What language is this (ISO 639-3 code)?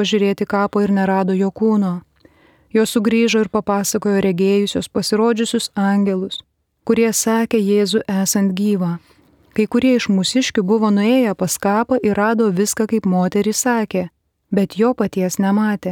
lit